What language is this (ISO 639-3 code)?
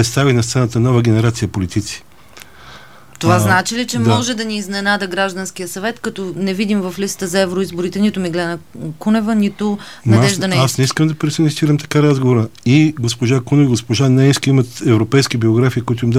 bul